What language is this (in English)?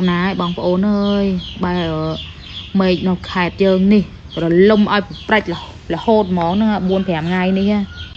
Khmer